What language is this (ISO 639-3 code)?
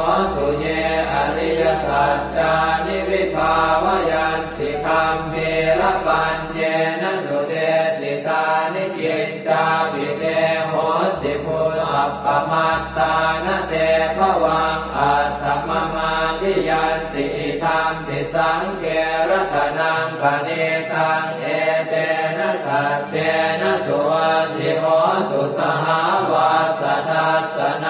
pli